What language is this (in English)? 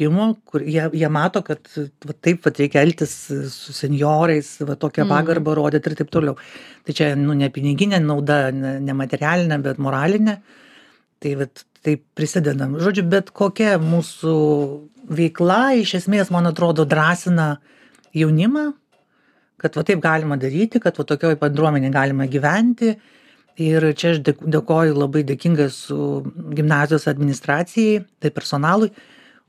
Lithuanian